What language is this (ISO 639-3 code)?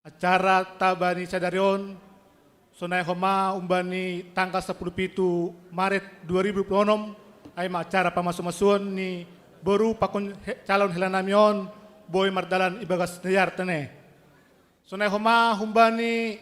bts